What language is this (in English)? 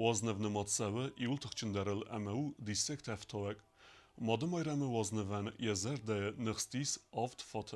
Ossetic